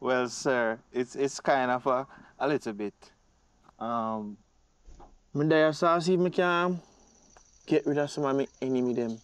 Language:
Jamaican Creole English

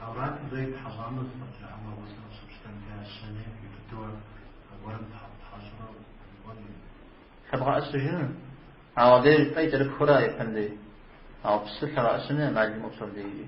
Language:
Kabardian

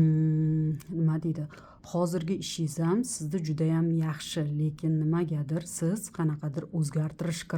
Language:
Uzbek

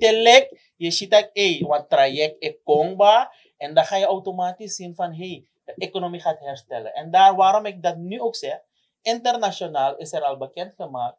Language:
Sranan Tongo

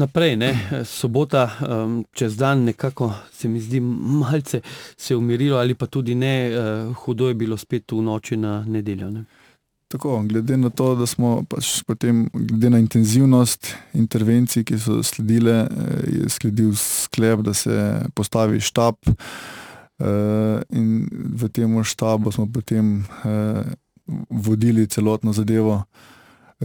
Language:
Slovenian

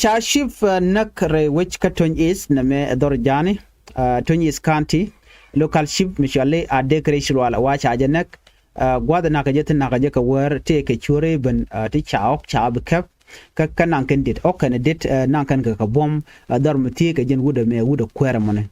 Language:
Nuer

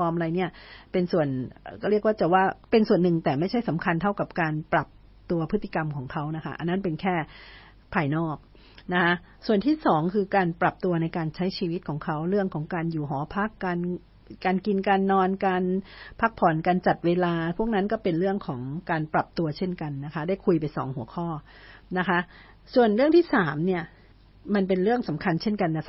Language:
Thai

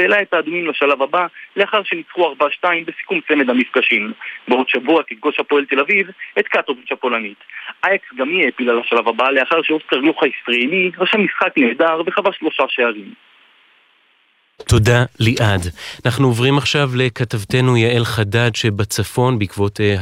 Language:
Hebrew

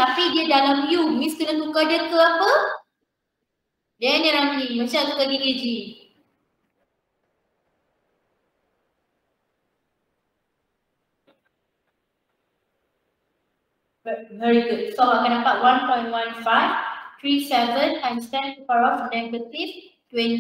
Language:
Malay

